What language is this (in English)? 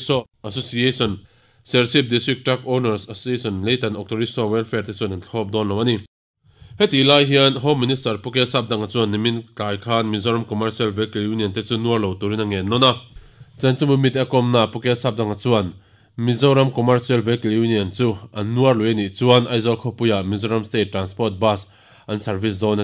Mizo